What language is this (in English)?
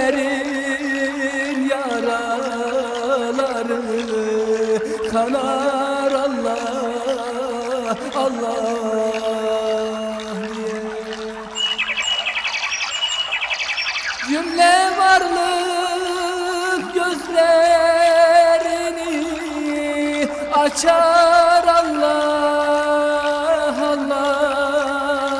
Turkish